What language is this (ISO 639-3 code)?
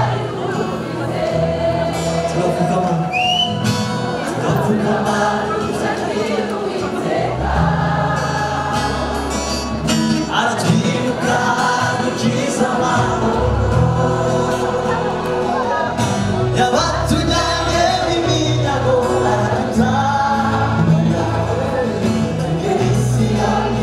kin